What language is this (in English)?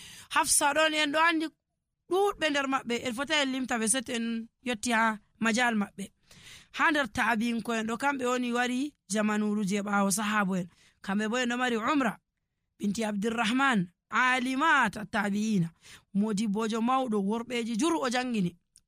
Nigerian Fulfulde